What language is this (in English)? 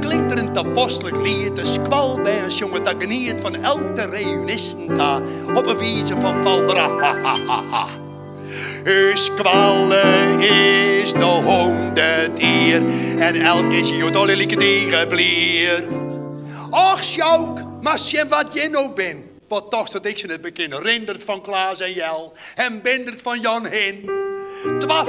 Western Frisian